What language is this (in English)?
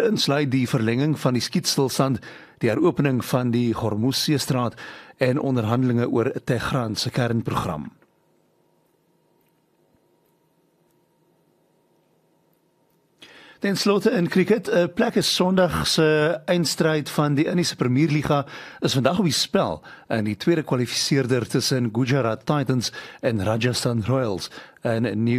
Afrikaans